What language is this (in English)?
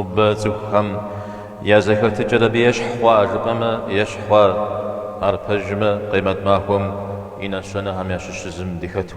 Kabardian